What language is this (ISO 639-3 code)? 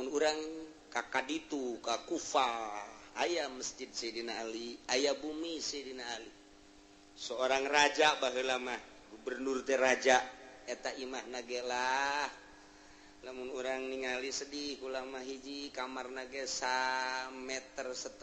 sun